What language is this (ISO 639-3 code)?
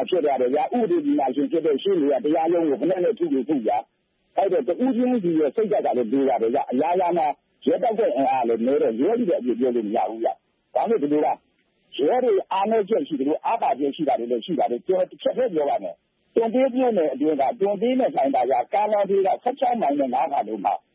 mya